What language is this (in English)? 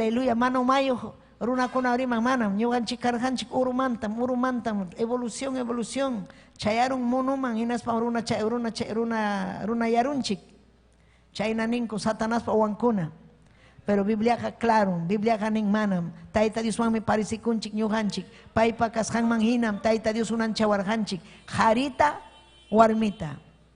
Ayacucho Quechua